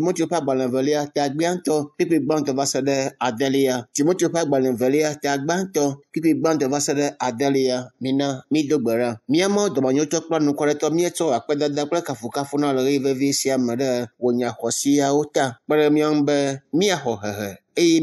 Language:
Ewe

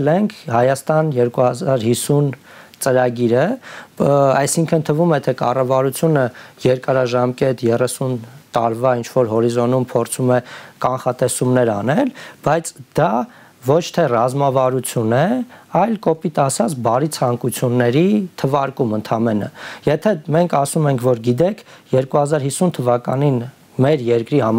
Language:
Armenian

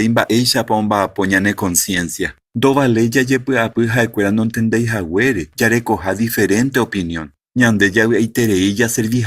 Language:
Guarani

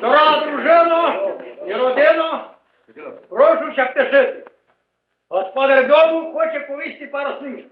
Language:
Rusyn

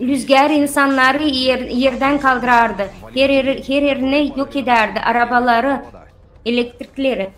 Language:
Gagauz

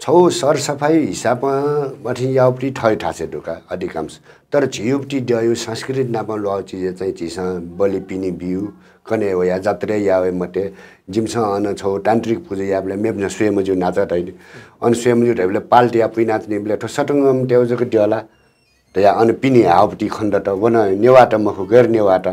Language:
Newari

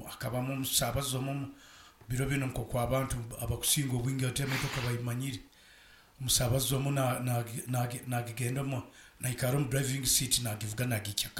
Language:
Nyoro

